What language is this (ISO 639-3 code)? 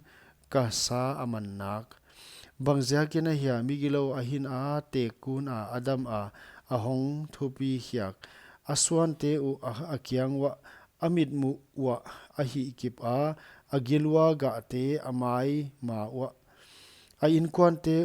pck